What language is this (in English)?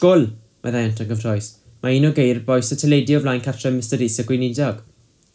Welsh